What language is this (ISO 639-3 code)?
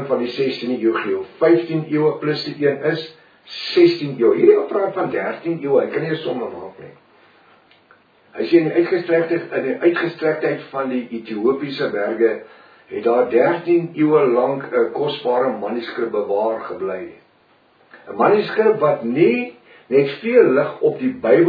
afr